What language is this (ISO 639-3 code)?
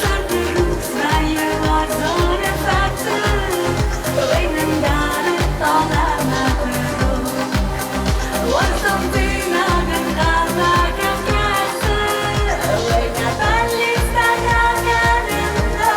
oss